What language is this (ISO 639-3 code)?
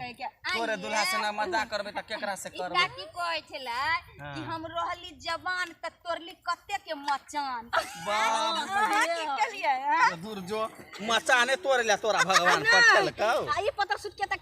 mai